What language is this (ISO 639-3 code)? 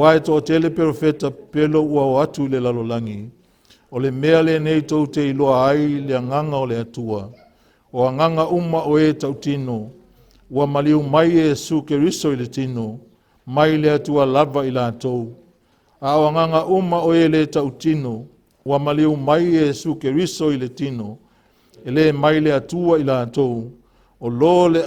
smo